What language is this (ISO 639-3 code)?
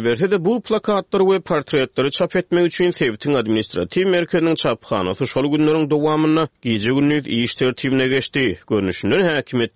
tuk